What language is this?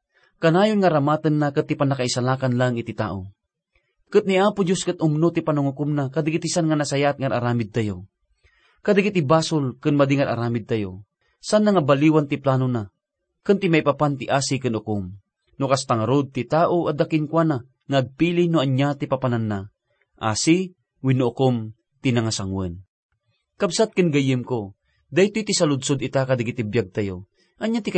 Iloko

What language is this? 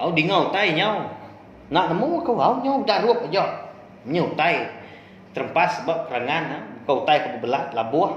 Iban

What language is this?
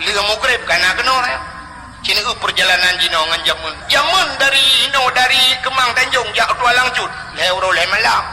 Achinese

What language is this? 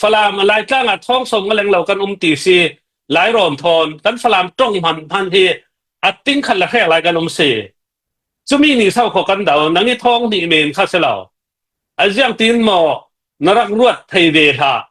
Falam Chin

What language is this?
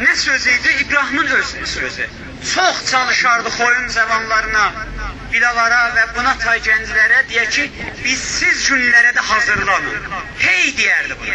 South Azerbaijani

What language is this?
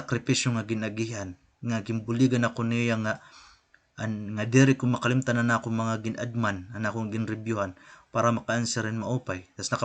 Waray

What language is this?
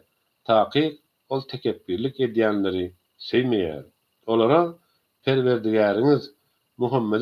Turkmen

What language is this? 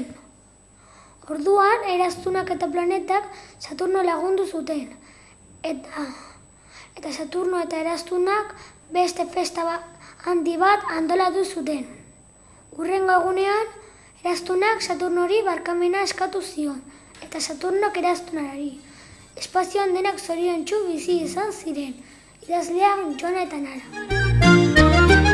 Basque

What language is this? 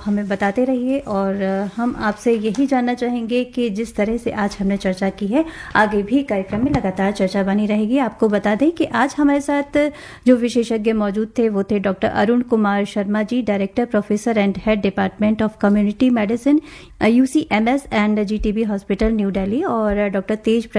Hindi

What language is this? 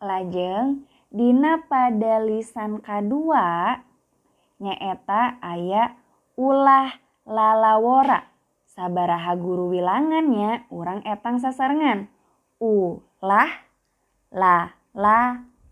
Sundanese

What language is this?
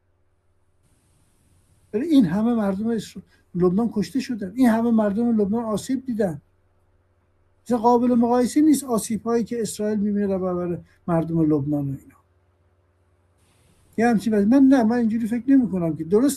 Persian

